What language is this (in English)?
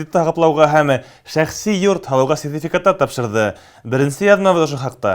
Bashkir